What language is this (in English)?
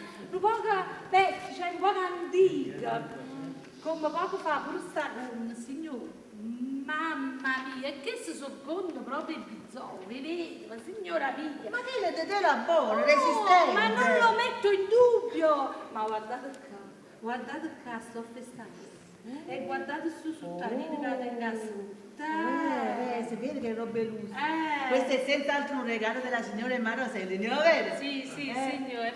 Neapolitan